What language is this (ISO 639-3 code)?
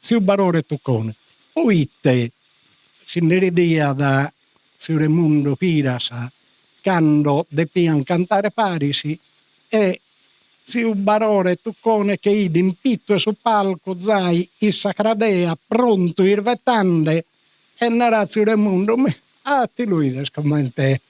srd